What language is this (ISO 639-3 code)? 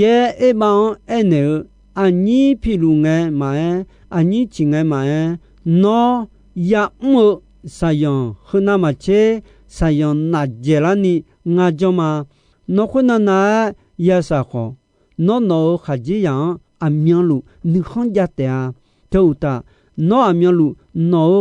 ahk